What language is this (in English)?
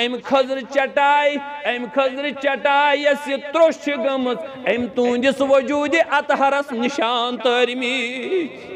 Kashmiri